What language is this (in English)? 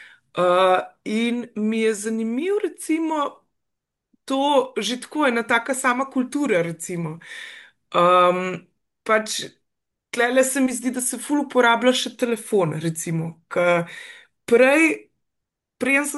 Slovenian